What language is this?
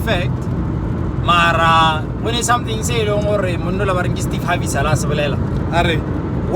Northern Sotho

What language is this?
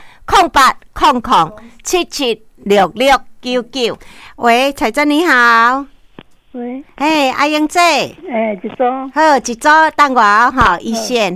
Min Nan Chinese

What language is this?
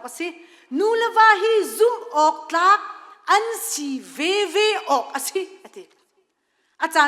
Hakha Chin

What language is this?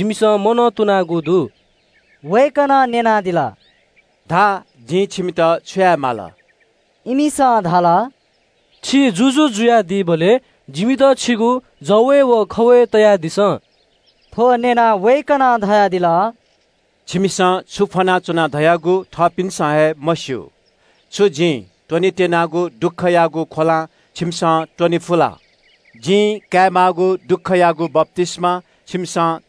Newari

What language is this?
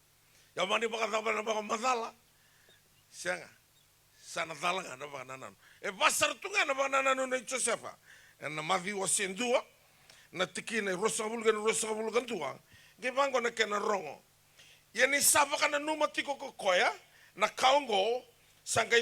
Fijian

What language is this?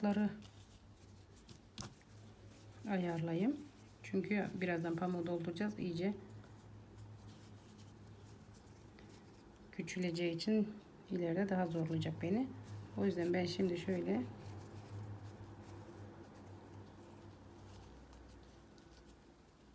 Turkish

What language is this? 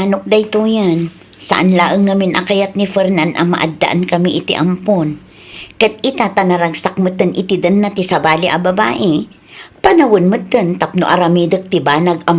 Iloko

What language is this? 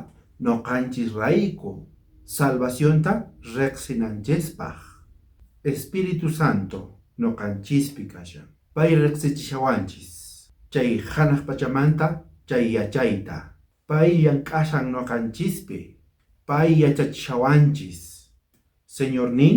South Bolivian Quechua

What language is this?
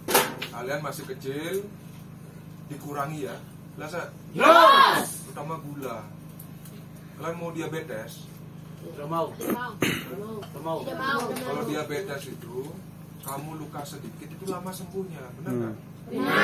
Indonesian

